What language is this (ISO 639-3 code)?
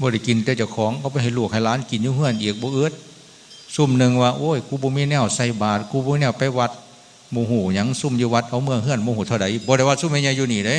tts